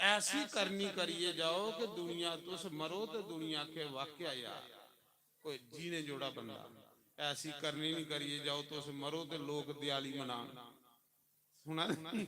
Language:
Dogri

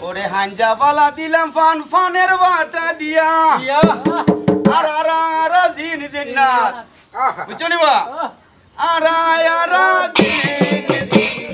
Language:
Sylheti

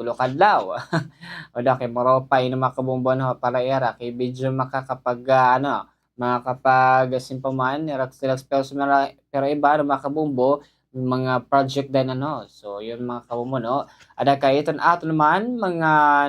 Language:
Waray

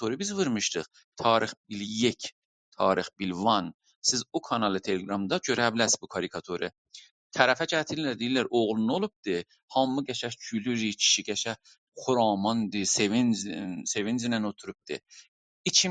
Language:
South Azerbaijani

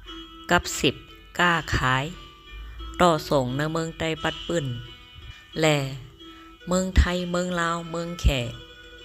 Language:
Shan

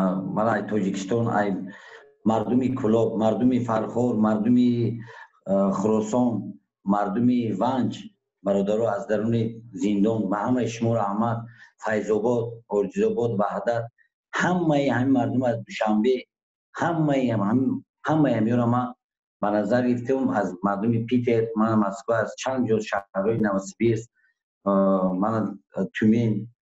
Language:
Tajik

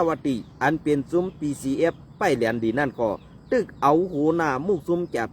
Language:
Shan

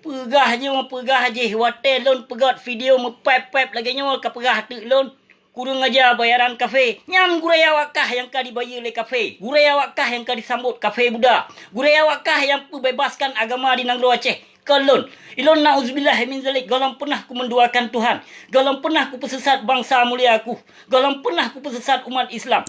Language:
Achinese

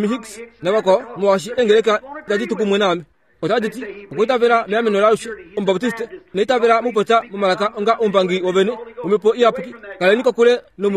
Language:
Kuanyama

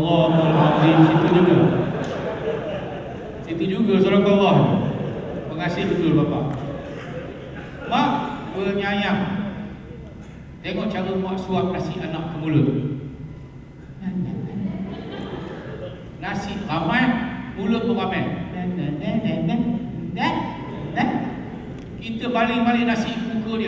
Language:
Malay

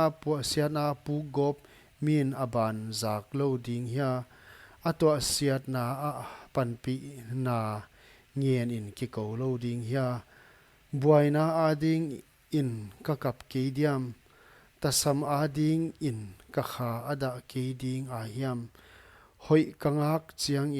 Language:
Paite Chin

